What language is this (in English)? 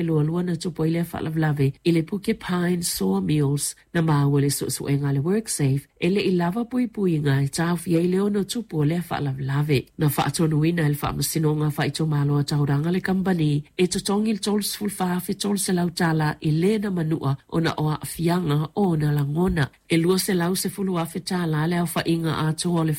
Samoan